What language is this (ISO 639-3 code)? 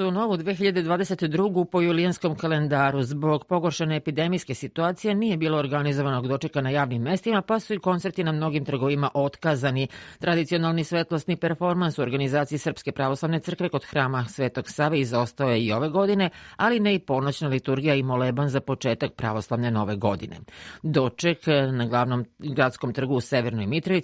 srp